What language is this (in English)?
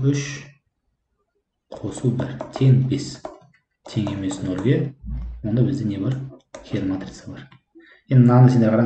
Kazakh